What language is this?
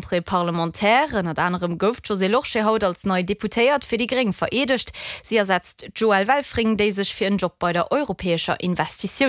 Luxembourgish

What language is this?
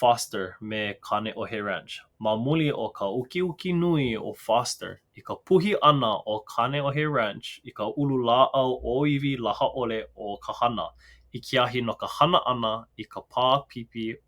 Hawaiian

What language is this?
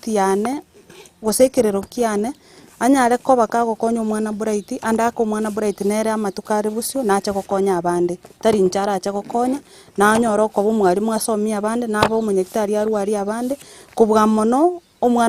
Gusii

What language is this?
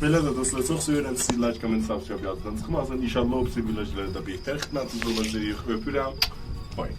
South Azerbaijani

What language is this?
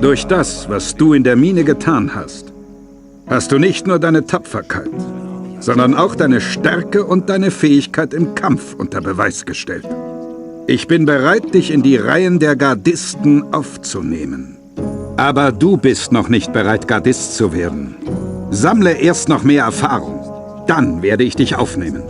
Bavarian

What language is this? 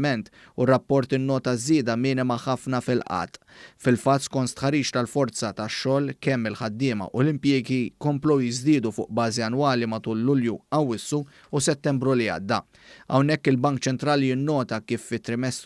Maltese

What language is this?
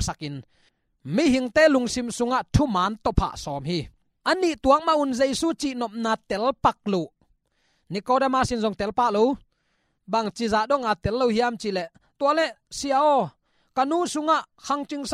Tedim Chin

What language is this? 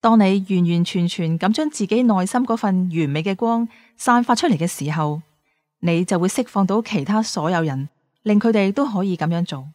Cantonese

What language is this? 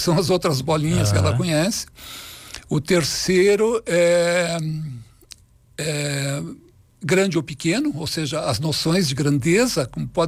Portuguese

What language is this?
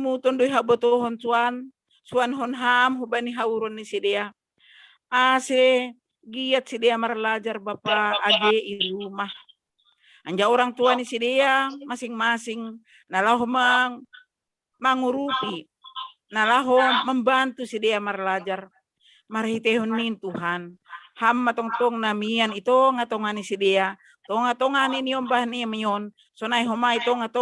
Batak Simalungun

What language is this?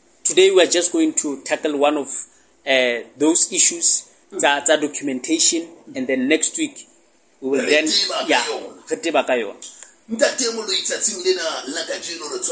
Southern Sotho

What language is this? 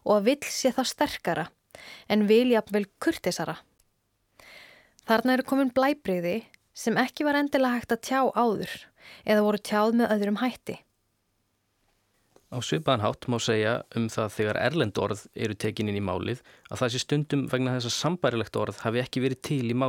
Icelandic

